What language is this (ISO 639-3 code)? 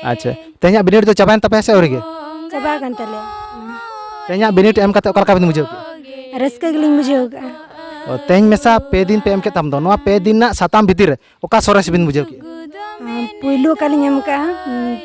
sat